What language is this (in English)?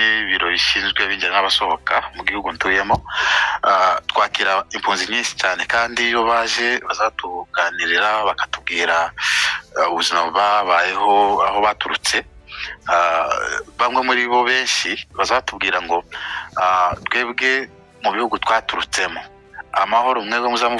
Kinyarwanda